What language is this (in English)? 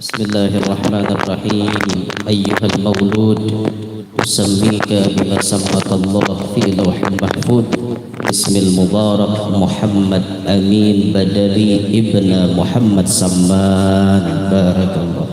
Banjar